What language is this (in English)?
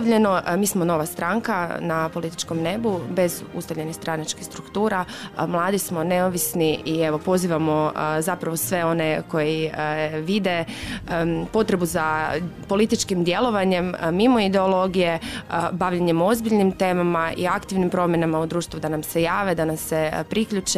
Croatian